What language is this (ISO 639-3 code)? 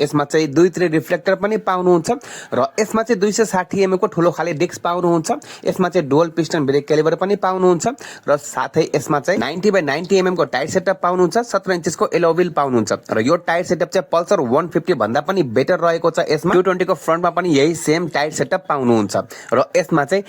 nep